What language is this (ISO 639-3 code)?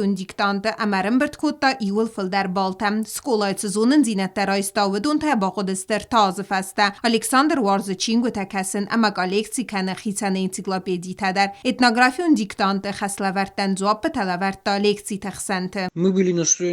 oss